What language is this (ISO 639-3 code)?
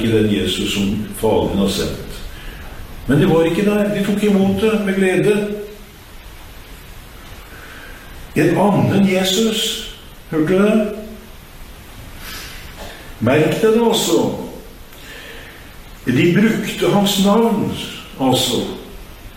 nor